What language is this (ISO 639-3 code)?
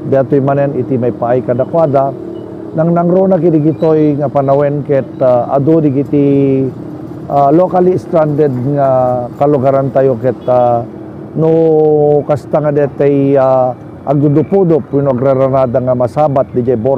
ilo